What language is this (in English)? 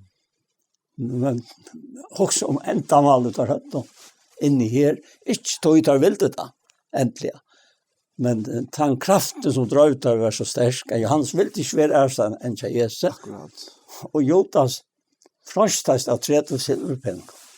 Faroese